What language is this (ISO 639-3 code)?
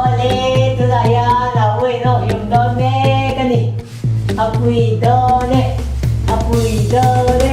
lus